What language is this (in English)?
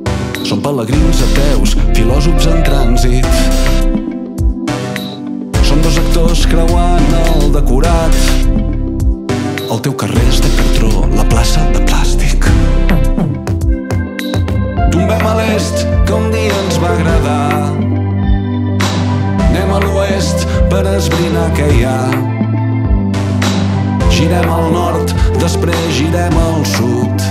Catalan